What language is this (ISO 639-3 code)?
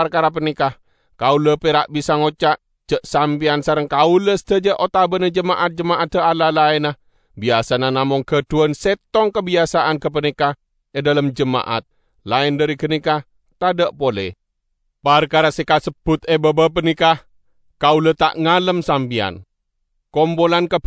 mad